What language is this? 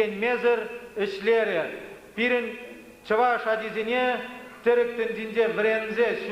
Chuvash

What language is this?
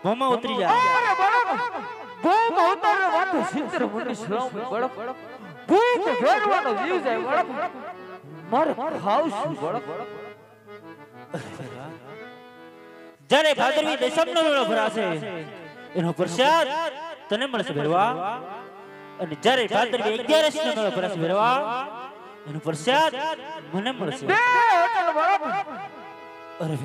Gujarati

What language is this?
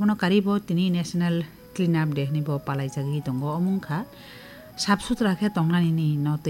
Kok Borok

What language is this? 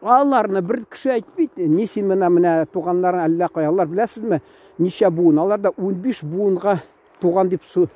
Tatar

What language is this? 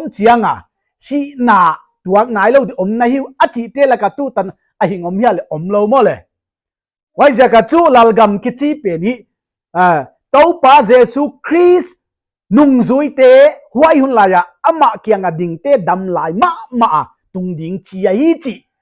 Paite Chin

